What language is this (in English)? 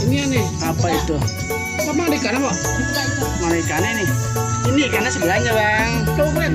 Betawi